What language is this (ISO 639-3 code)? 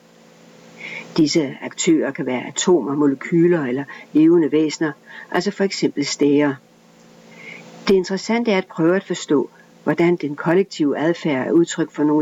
dan